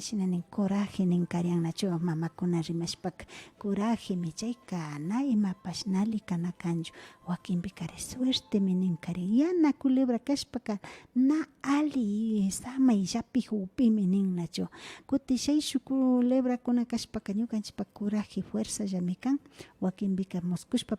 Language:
Imbabura Highland Quichua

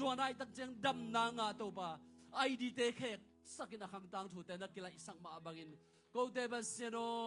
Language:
Tedim Chin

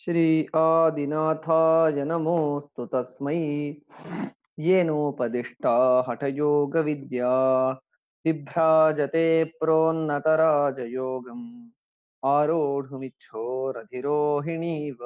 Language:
Sanskrit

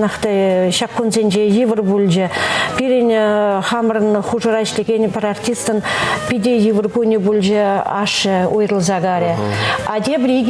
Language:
Chuvash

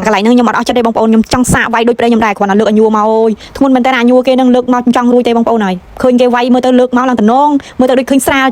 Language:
Khmer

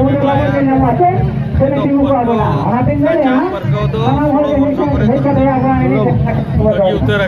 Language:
Santali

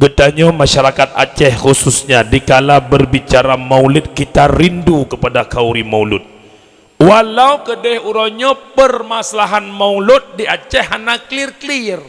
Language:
Achinese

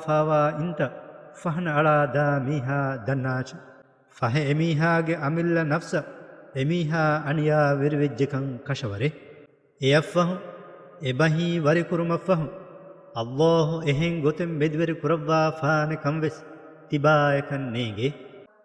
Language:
Divehi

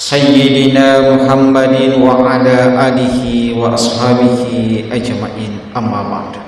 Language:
Buginese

